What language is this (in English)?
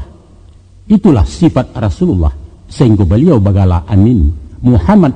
Minangkabau